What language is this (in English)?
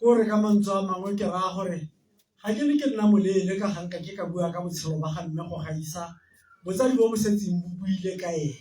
Tswana